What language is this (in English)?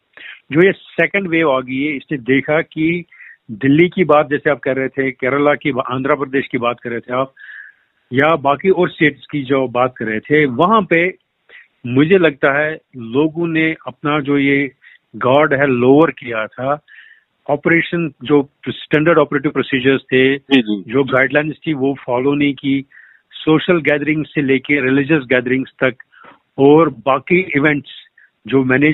Hindi